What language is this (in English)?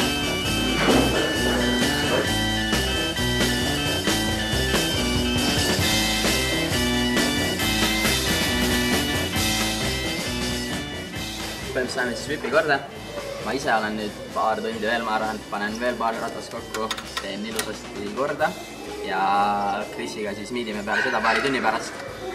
Estonian